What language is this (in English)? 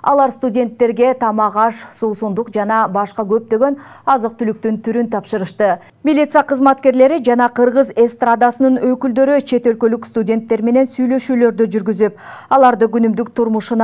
Kyrgyz